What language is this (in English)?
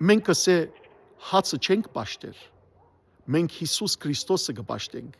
Western Armenian